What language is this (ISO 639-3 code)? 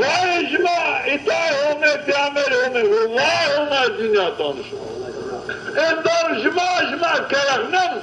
zza